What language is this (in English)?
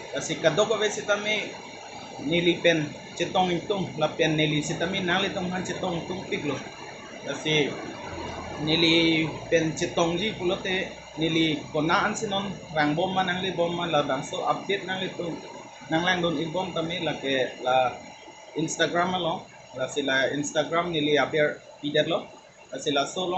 Karbi